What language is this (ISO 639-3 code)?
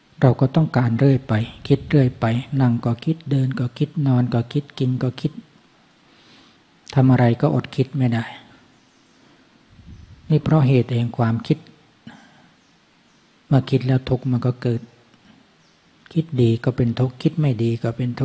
tha